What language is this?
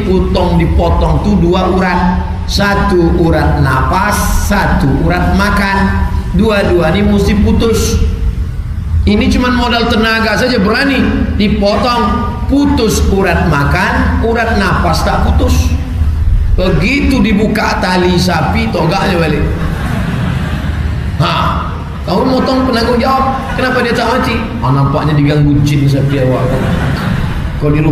Indonesian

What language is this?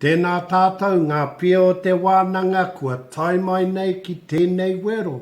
Māori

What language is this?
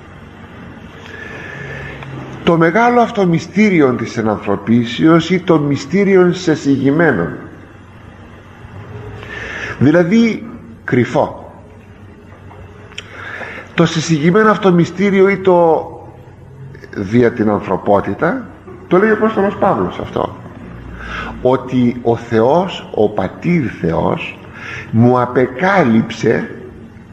Greek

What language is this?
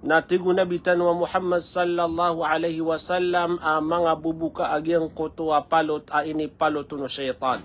Maranao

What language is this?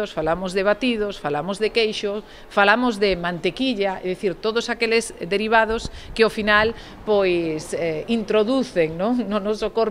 Galician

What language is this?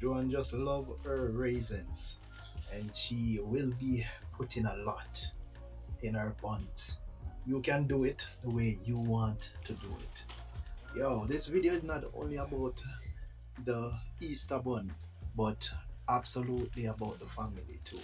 Jamaican Creole English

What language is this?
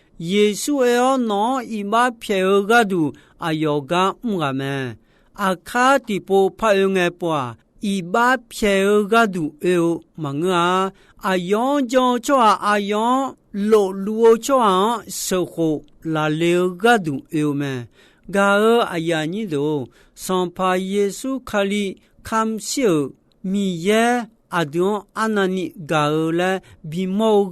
Akha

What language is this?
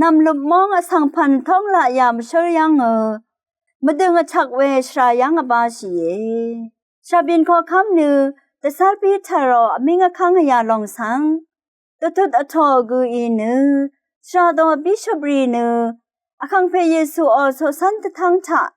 Rawang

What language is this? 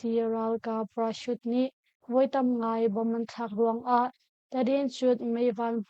Hakha Chin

